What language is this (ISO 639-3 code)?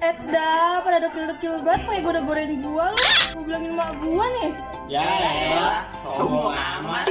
bew